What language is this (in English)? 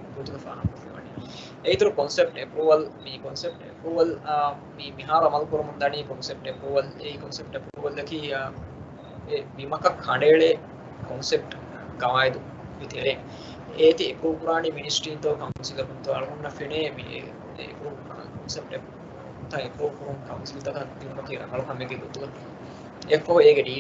Divehi